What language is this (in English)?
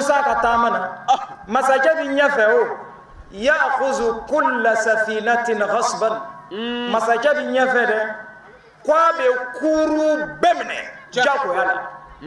Bambara